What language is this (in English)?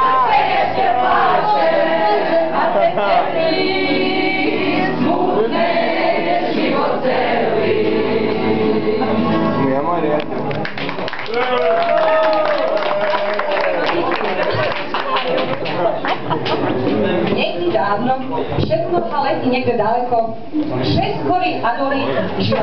Slovak